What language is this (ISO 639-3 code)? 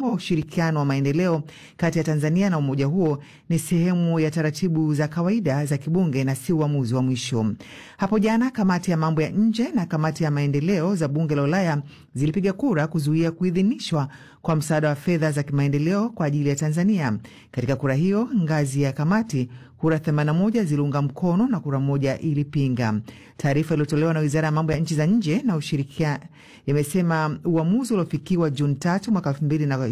swa